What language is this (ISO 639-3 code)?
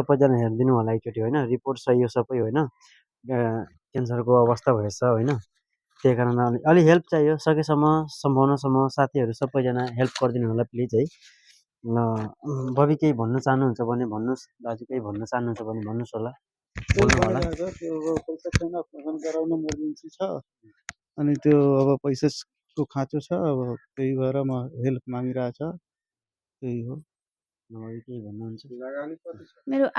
nep